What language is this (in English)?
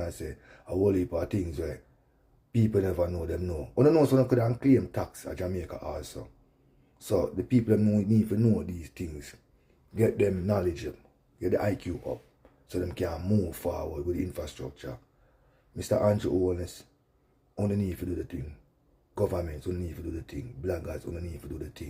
Jamaican Creole English